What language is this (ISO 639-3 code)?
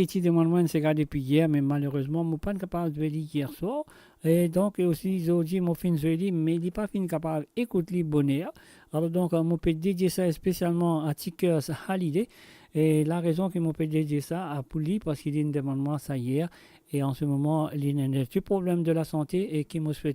mfe